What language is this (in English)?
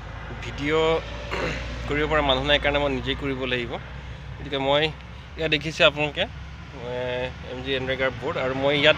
Assamese